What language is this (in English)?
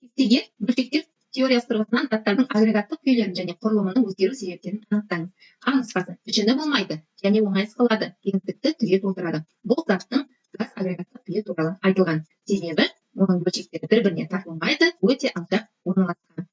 Kazakh